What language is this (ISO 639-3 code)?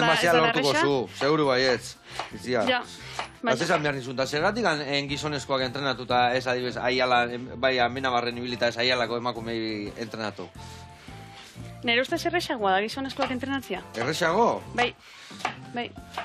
eus